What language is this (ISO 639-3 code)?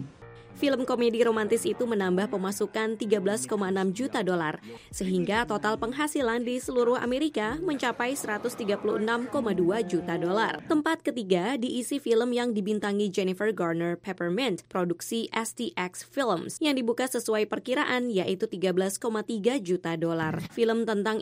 ind